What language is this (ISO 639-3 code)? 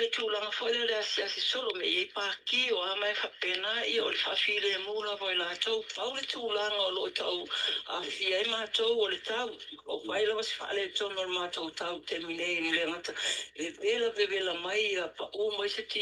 smo